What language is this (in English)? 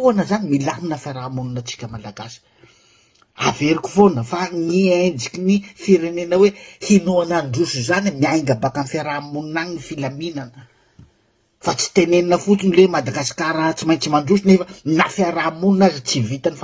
Malagasy